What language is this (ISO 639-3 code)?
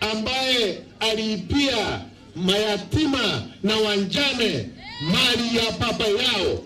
mer